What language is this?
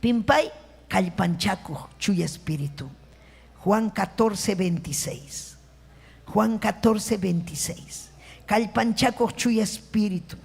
Ayacucho Quechua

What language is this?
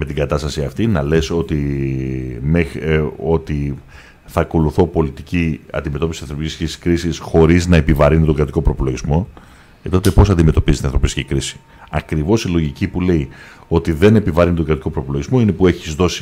Greek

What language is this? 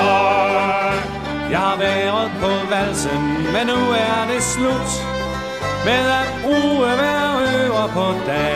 Danish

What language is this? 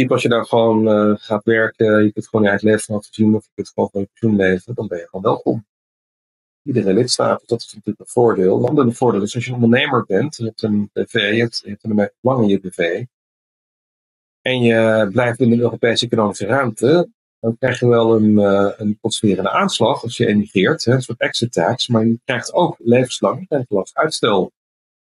Dutch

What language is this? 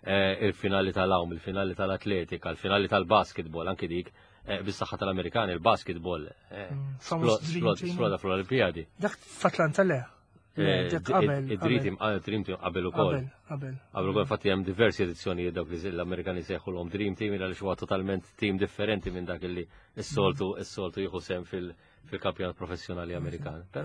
Maltese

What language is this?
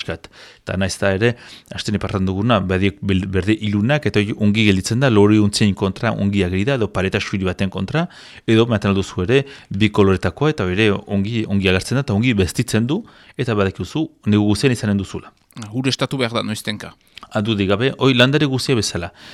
Basque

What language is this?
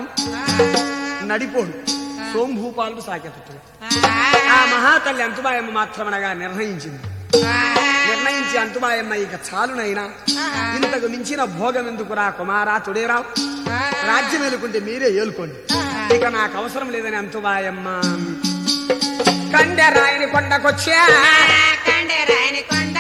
Telugu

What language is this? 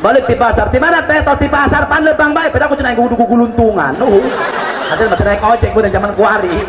Sundanese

